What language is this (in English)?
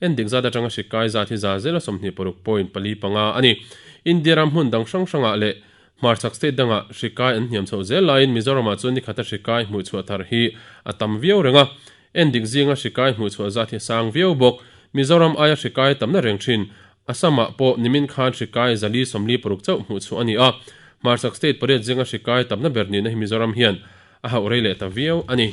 Mizo